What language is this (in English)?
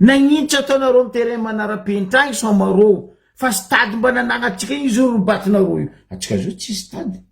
Malagasy